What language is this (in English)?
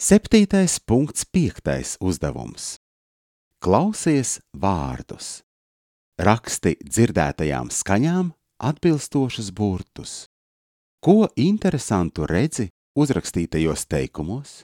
Latvian